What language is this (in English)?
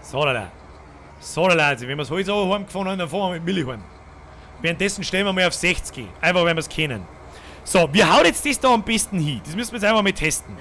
Bavarian